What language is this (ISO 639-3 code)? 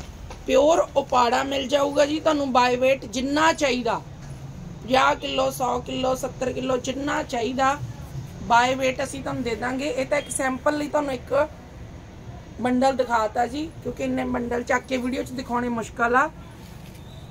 pan